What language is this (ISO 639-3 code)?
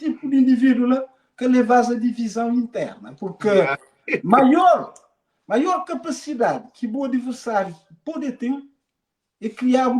kea